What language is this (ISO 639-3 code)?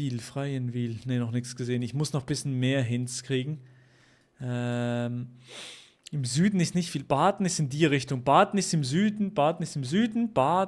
gsw